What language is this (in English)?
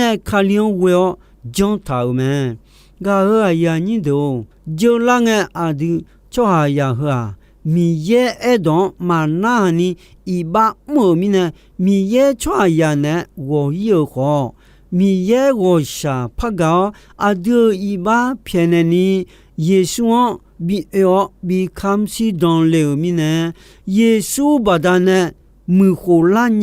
Akha